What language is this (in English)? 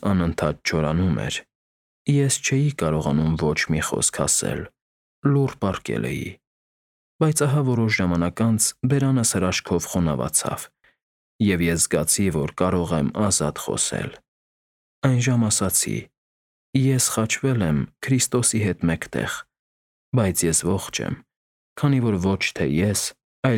Armenian